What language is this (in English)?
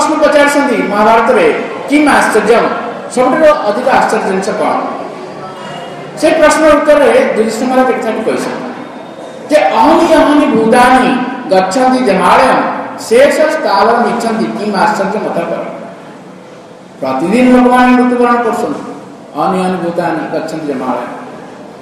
Odia